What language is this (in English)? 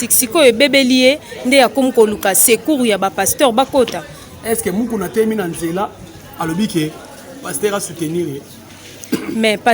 Lingala